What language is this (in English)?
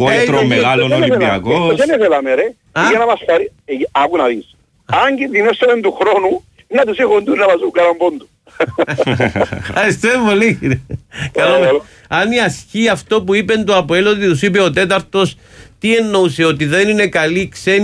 Greek